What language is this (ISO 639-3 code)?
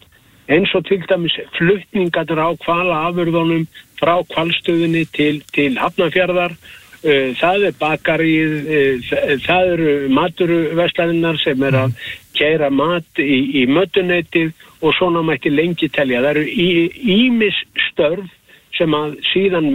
isl